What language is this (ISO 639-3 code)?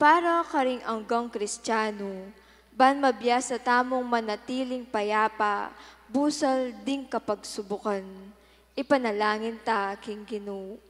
pam